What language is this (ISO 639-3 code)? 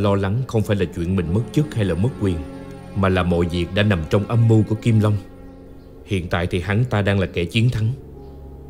vie